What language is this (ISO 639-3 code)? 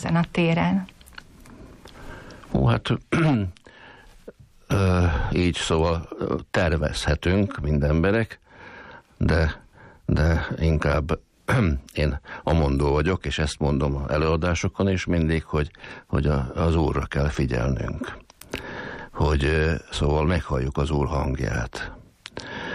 hun